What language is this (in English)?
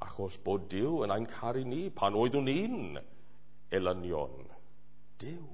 Welsh